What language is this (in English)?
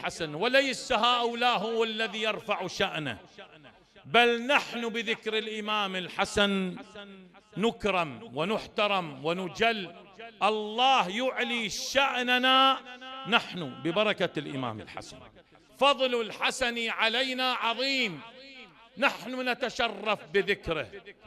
Mesopotamian Arabic